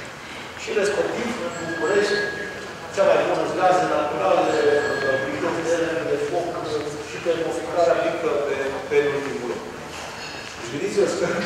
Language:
Romanian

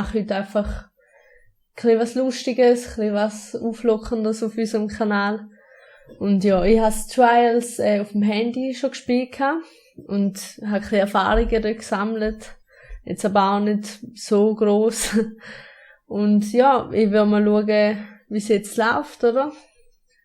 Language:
Swiss German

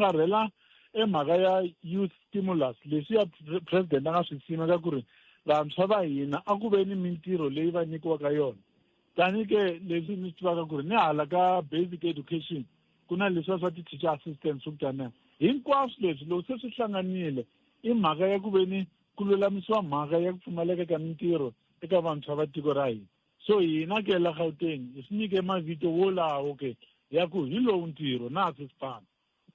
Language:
Tsonga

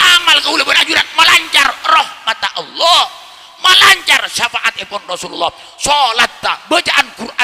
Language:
Madurese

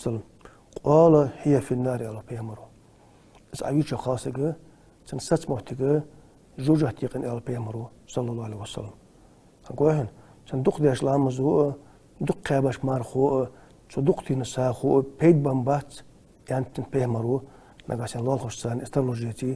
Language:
Ingush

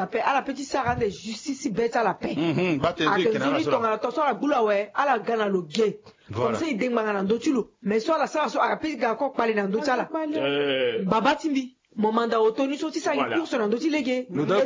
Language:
Sango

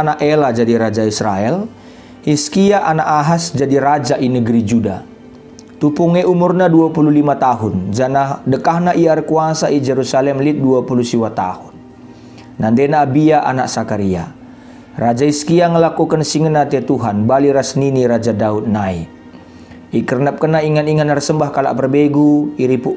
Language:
Batak Karo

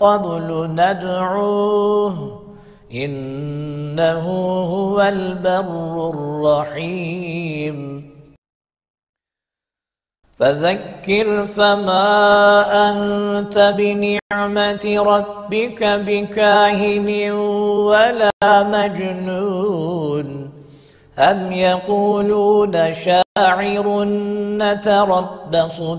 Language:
Arabic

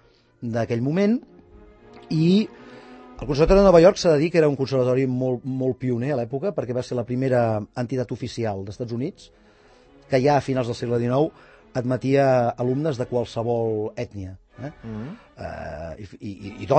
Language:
Catalan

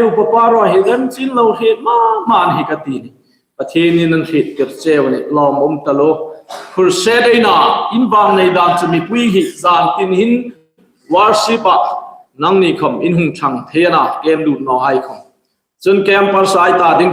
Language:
Hmar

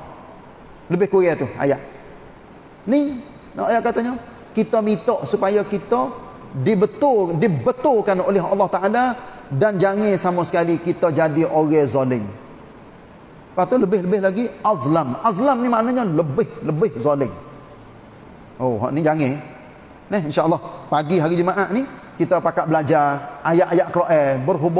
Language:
Malay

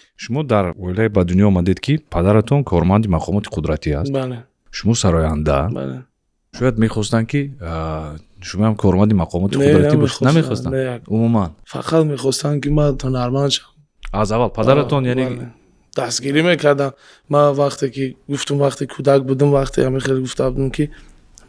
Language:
Tajik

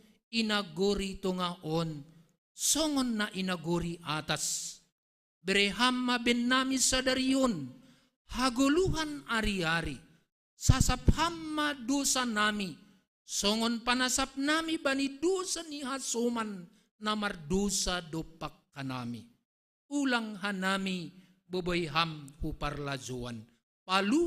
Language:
Batak Simalungun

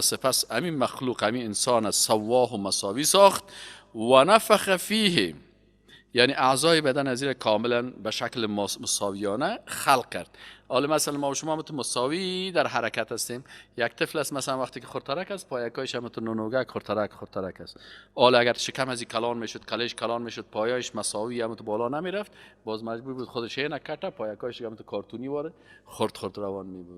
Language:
Persian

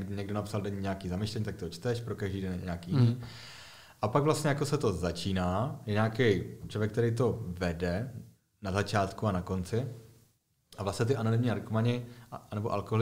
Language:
Czech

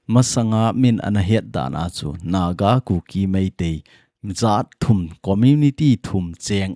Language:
Thado Chin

